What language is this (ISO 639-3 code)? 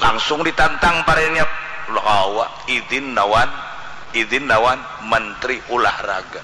bjn